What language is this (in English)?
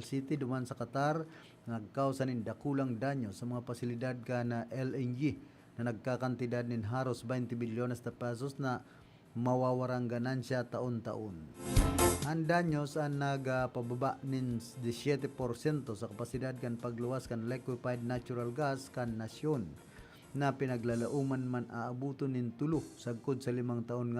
Bikol